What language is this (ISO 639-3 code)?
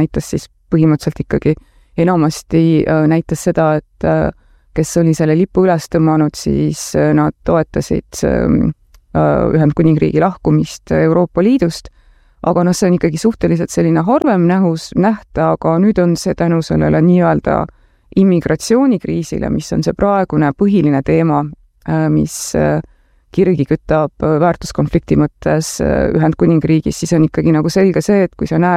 est